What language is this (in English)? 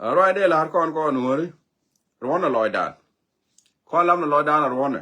Nuer